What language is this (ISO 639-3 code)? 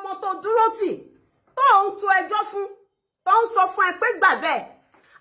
yor